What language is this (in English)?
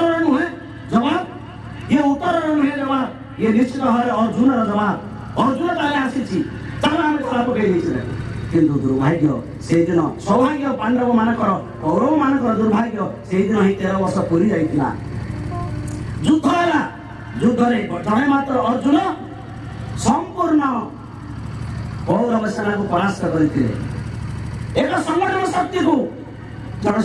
Odia